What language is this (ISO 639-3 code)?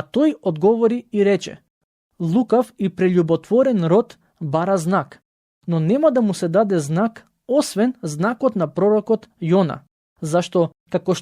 mkd